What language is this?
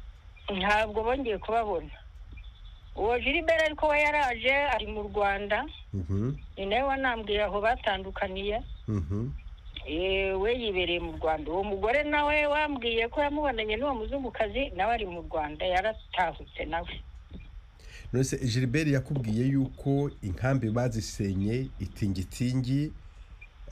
Kinyarwanda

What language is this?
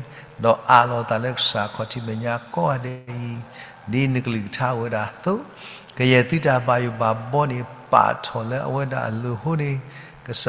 S'gaw Karen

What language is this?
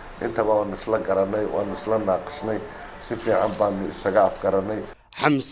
Somali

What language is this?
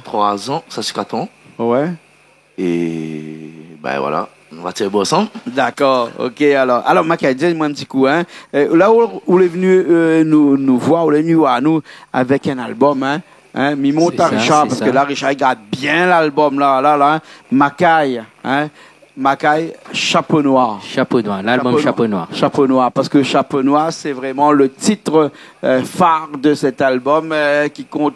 Réunion Creole French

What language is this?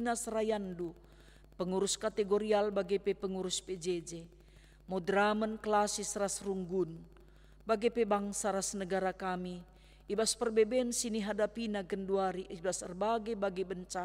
Batak Karo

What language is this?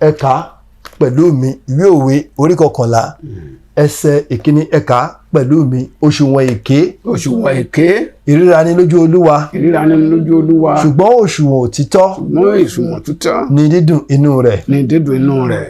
Yoruba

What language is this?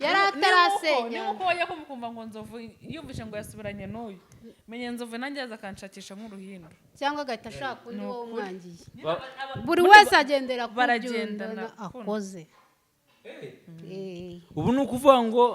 Kinyarwanda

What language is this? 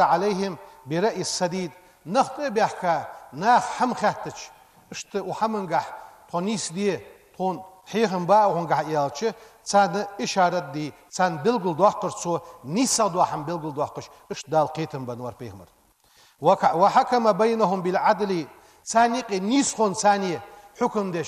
Ingush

